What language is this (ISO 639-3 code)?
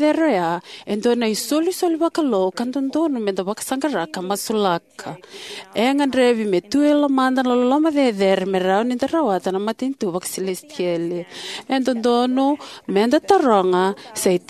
fij